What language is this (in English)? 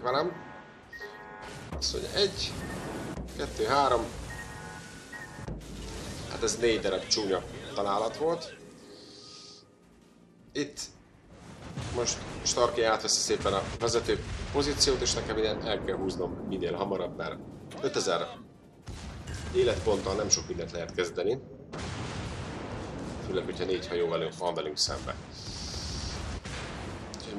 Hungarian